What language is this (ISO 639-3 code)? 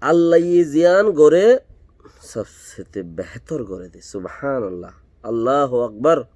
rhg